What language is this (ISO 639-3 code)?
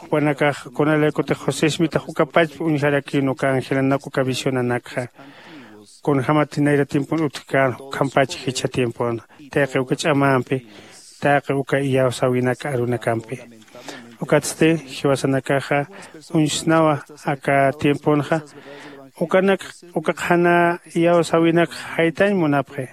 aym